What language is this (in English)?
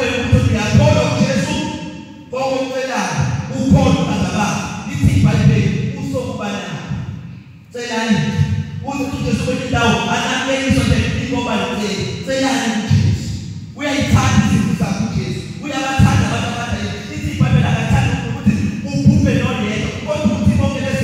Zulu